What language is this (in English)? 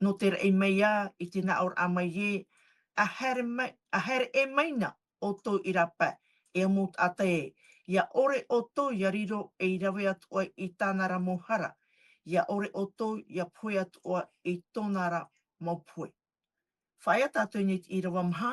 Tahitian